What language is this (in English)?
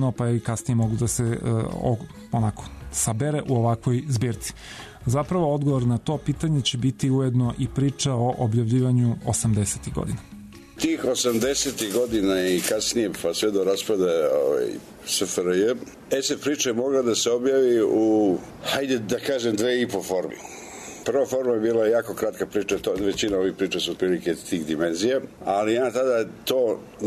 Serbian